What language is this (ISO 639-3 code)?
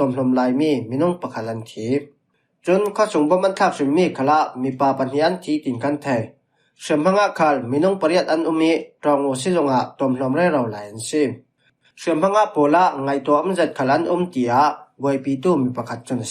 cfm